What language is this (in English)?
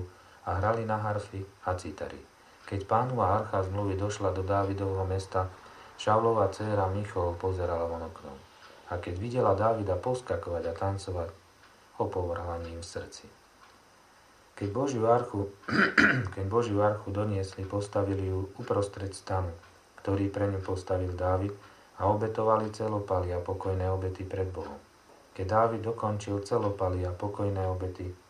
Slovak